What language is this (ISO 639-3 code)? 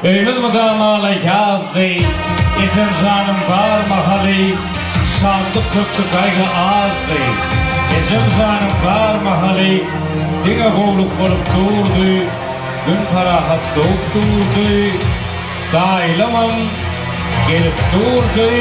tuk